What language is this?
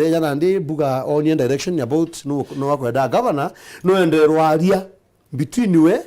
Meru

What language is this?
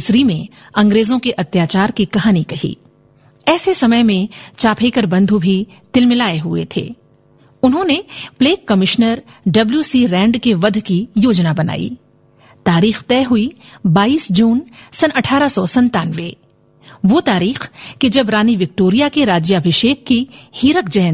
Hindi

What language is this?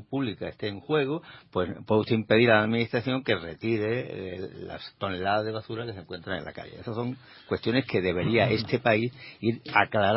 Spanish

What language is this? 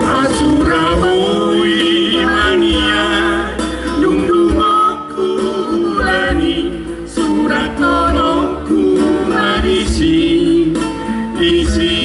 Batak Toba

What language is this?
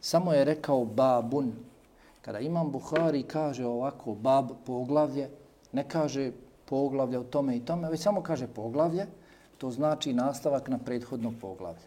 Bosnian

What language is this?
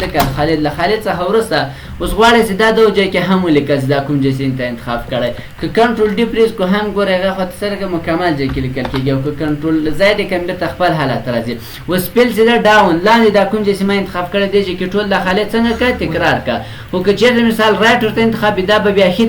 Pashto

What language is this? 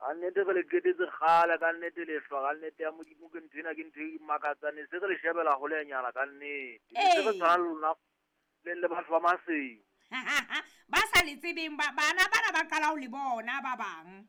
Southern Sotho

